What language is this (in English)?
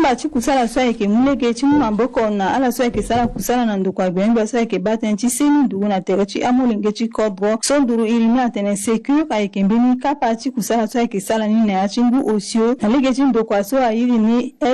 Sango